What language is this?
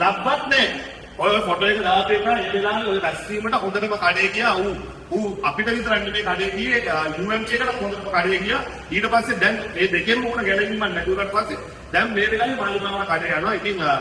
Sinhala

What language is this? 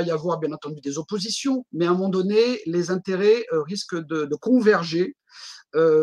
French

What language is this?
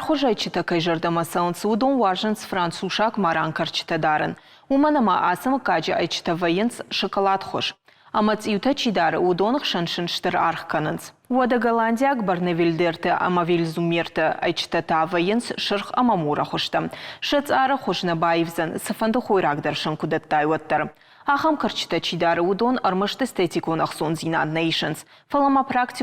Ossetic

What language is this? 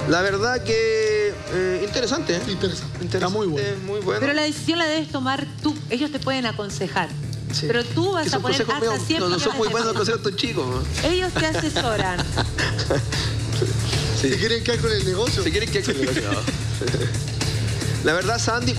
Spanish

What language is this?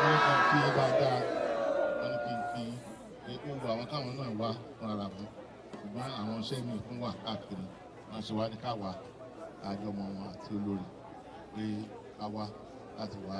Yoruba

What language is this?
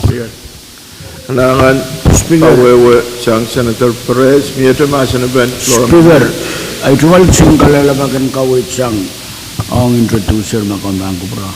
Pohnpeian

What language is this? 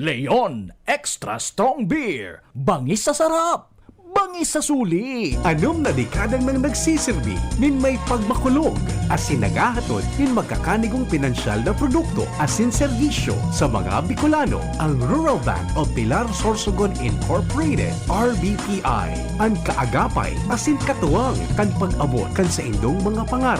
Bikol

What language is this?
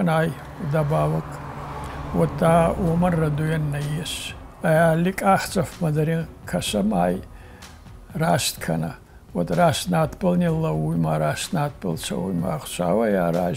Ossetic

